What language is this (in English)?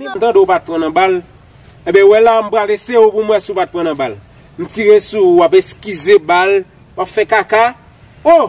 Haitian Creole